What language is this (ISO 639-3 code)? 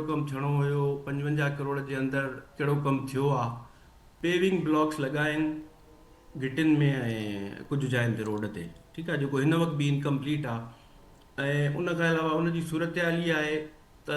snd